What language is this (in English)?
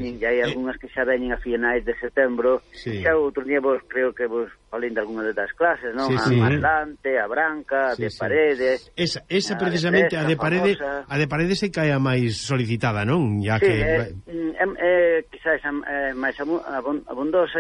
Galician